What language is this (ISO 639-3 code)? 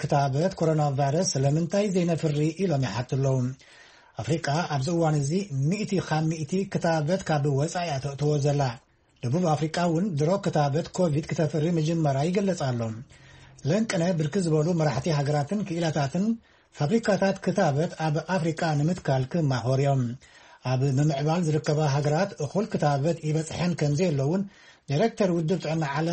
tir